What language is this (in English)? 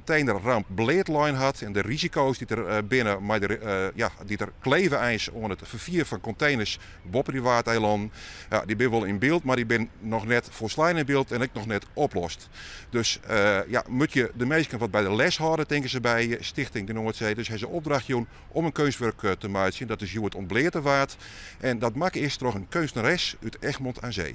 Western Frisian